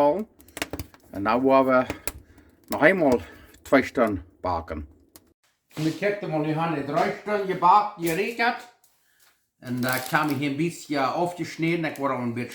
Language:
Plautdietsch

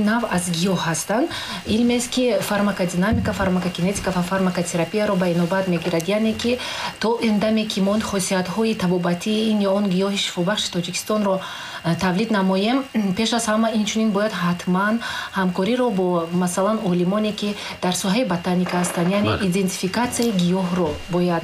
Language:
Tajik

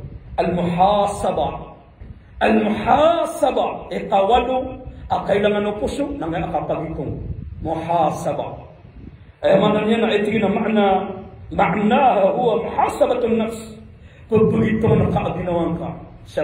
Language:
Maranao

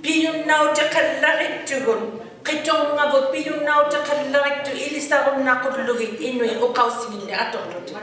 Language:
Inuktitut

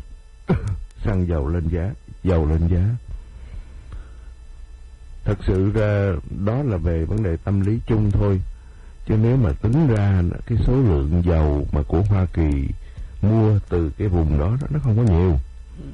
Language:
Vietnamese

